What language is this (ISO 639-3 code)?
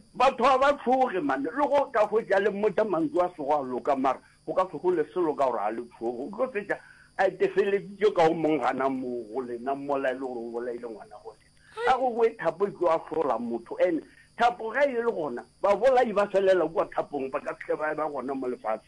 nso